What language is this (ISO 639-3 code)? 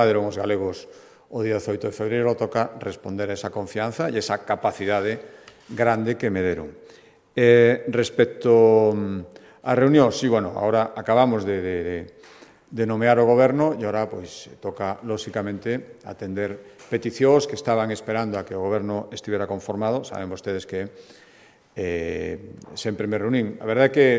glg